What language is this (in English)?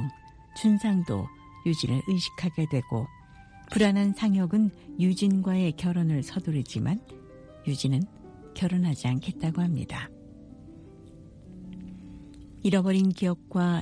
Korean